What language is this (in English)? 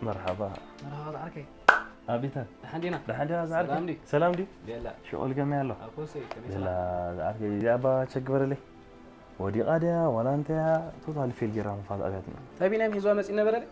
Tigrinya